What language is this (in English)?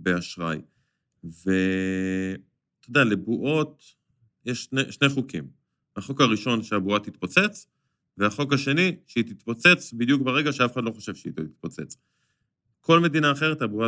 Hebrew